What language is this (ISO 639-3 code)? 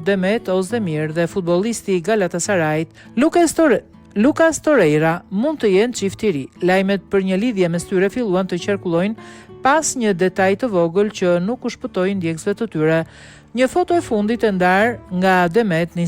sqi